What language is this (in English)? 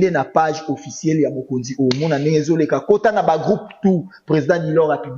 Lingala